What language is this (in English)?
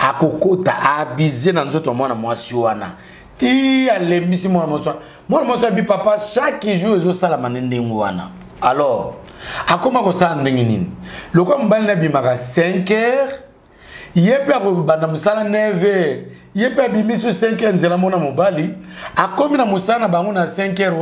Lingala